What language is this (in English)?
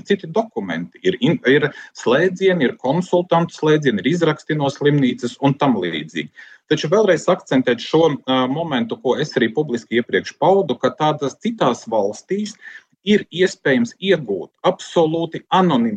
Latvian